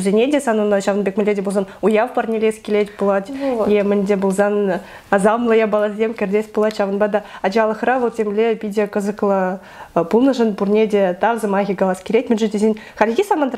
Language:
Chuvash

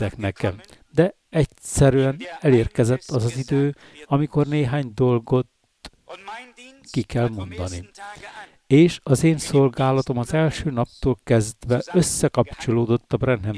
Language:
Hungarian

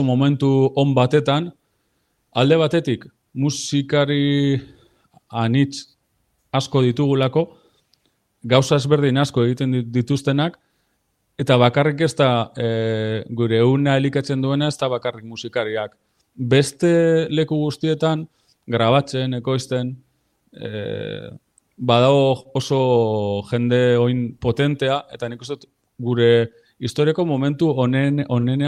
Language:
Basque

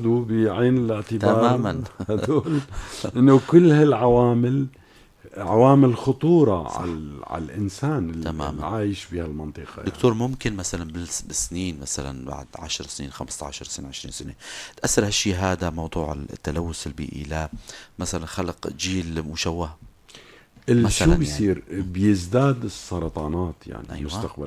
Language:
North Levantine Arabic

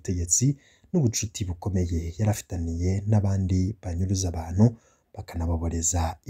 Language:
Rundi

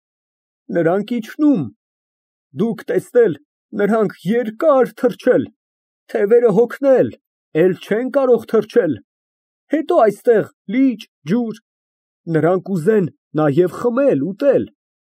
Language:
Armenian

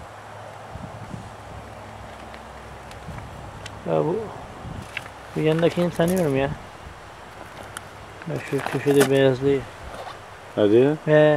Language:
Turkish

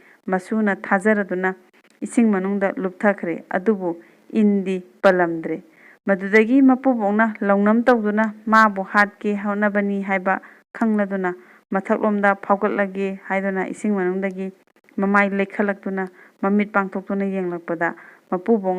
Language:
Manipuri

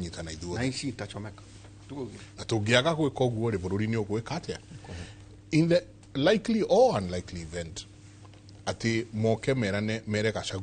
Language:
Kikuyu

